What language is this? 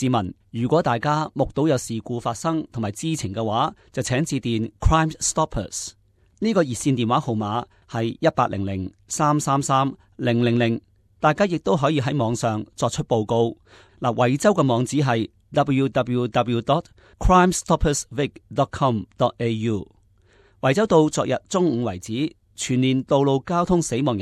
Cantonese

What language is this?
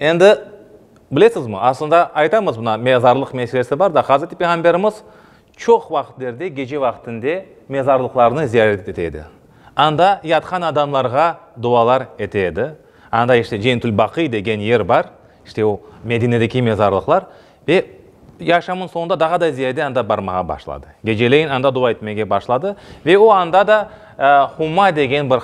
Crimean Tatar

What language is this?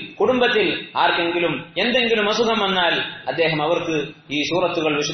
Malayalam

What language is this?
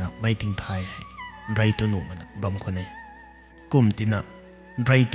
Rongmei Naga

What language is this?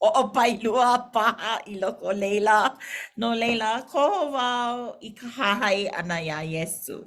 Hawaiian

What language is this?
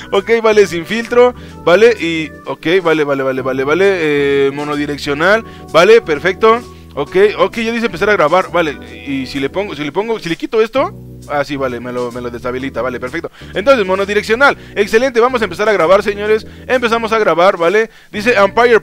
Spanish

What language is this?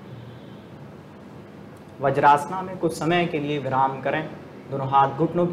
Hindi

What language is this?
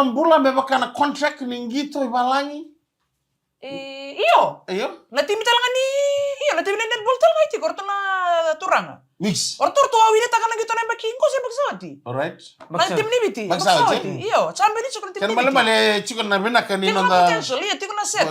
Fijian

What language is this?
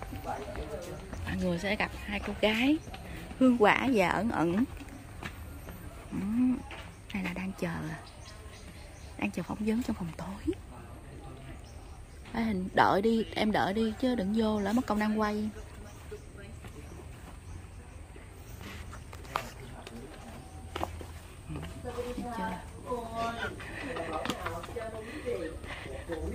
Vietnamese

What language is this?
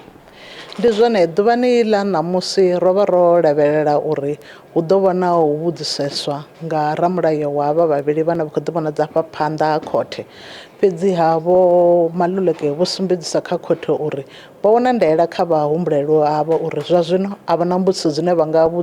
Venda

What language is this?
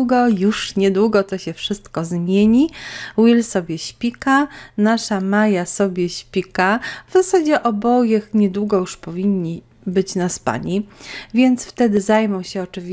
Polish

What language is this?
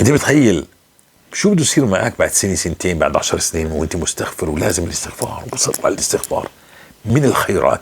North Levantine Arabic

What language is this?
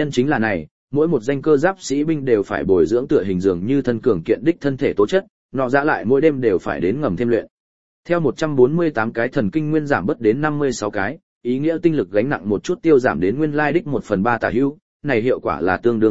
Vietnamese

